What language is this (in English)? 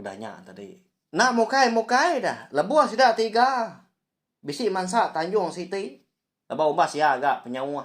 Iban